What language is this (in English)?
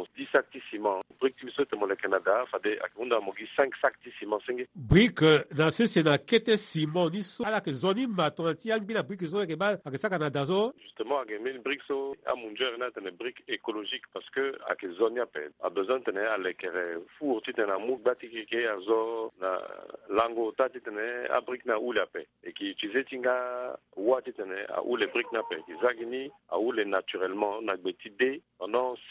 Sango